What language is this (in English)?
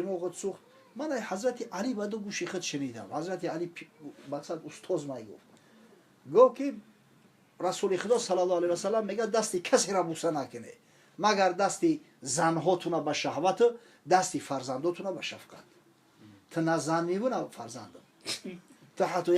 Tajik